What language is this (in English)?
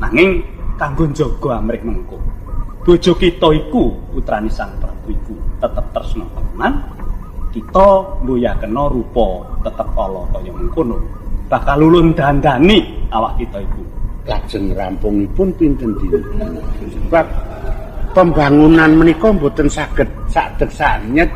Javanese